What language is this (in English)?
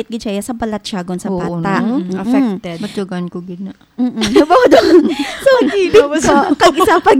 Hiligaynon